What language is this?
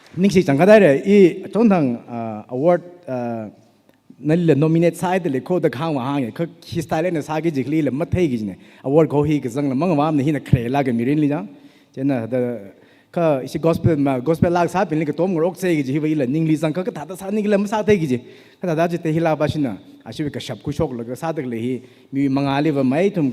Tangkhul Naga (India)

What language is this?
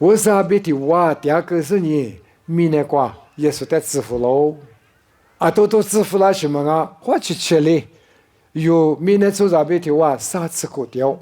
Lisu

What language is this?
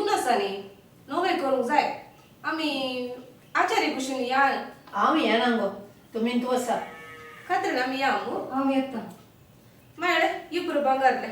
Konkani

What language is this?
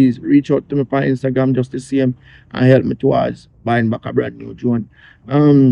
Jamaican Creole English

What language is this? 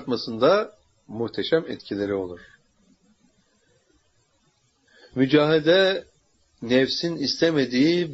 Turkish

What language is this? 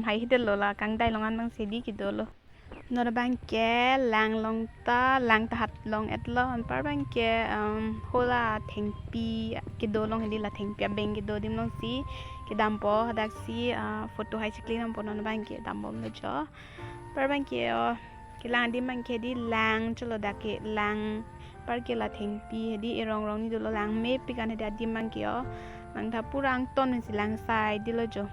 Karbi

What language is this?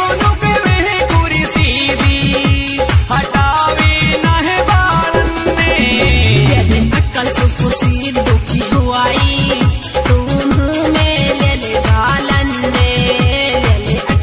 Bhojpuri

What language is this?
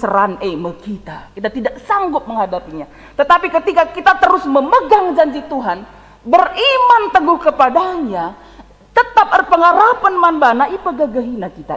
Batak Karo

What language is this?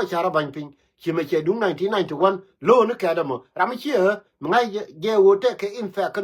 Nuer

